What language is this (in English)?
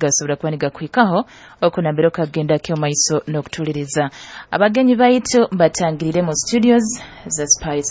Nyoro